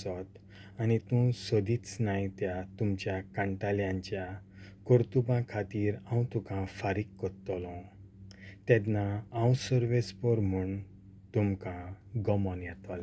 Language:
Konkani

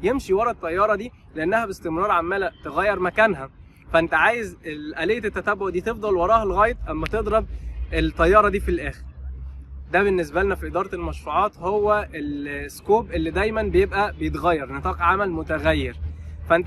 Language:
Egyptian Arabic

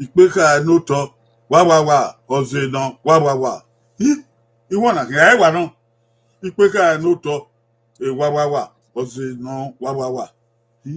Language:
Bini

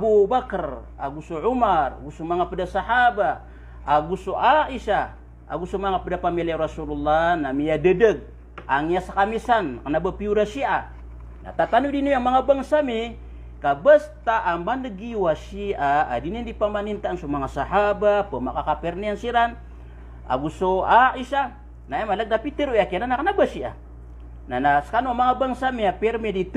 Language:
Maranao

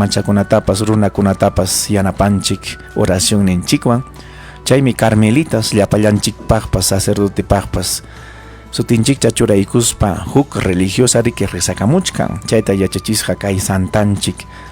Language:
Ayacucho Quechua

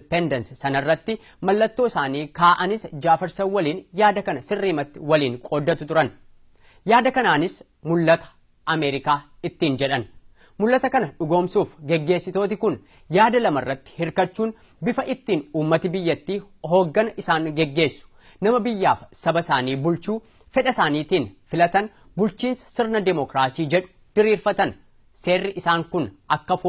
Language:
Oromo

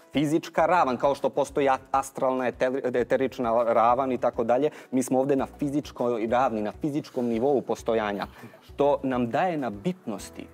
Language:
Serbian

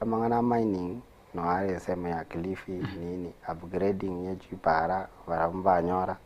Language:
Gusii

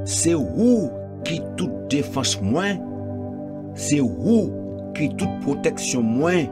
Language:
Guadeloupean Creole French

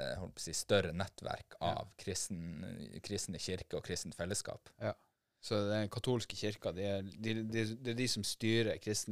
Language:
Norwegian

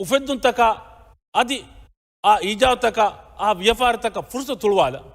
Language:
Divehi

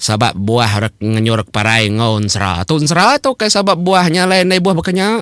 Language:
Iban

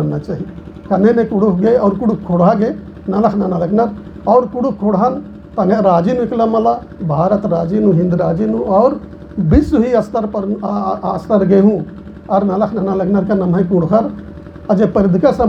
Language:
Kurukh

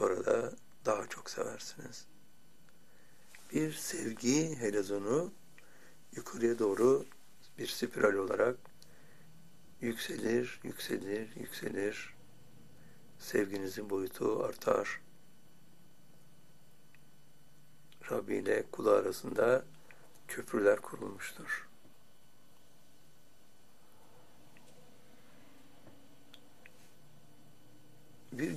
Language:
Turkish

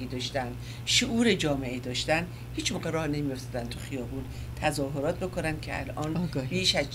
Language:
Persian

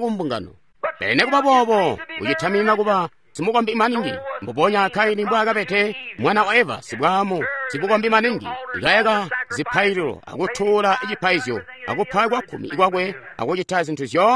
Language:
Tonga (Zambia)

